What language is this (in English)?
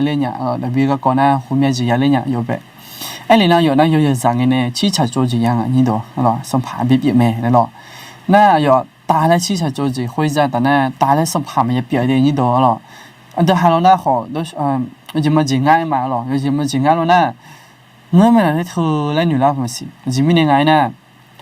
Akha